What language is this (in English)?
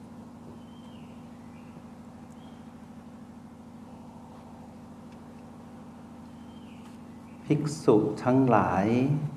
Thai